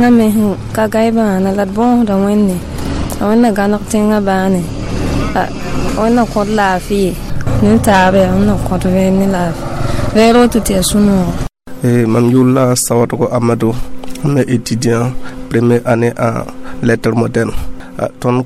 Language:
Mossi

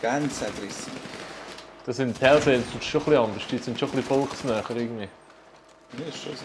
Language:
Swiss German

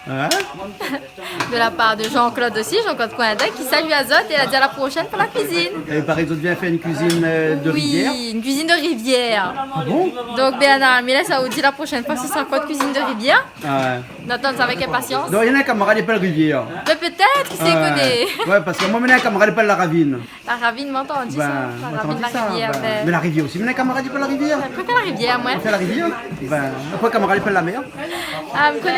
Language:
Réunion Creole French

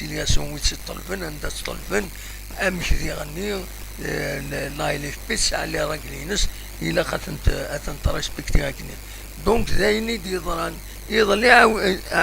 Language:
Kabyle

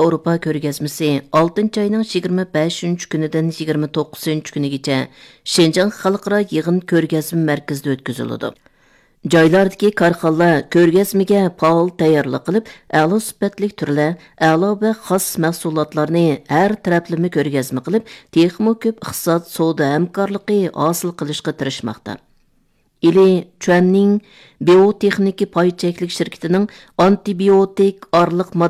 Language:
Uyghur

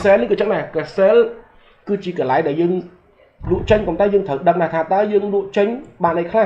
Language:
Khmer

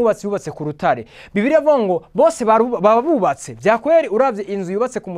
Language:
Rundi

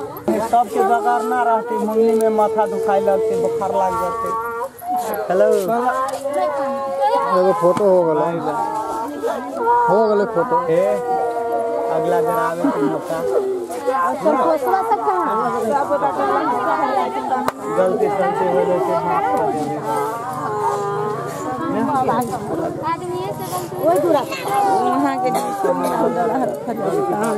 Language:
Bhojpuri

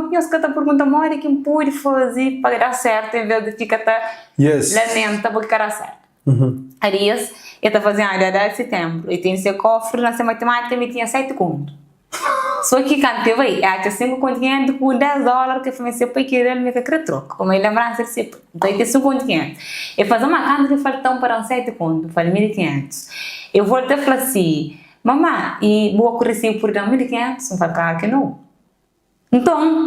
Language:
Kabuverdianu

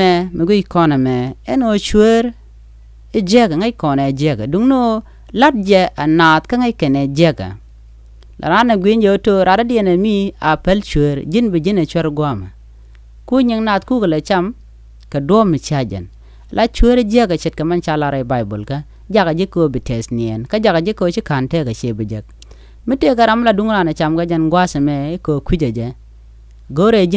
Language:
Nuer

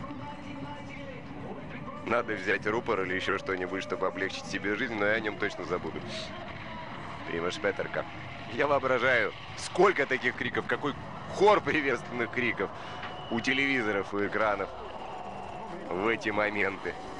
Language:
Russian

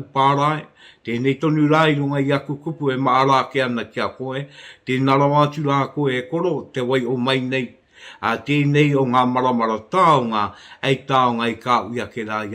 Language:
Māori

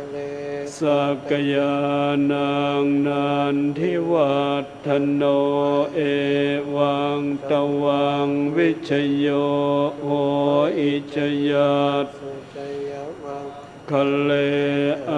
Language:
Pali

